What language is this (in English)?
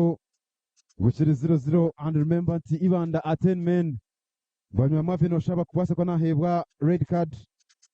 Nyankole